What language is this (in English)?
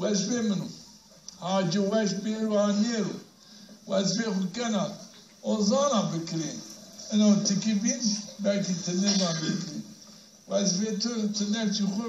Zaza